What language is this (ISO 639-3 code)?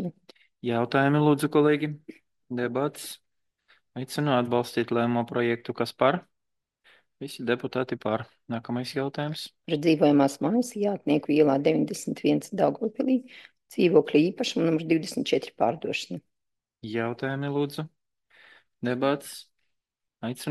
lav